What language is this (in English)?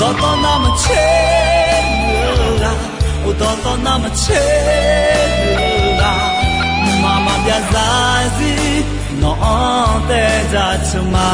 Akha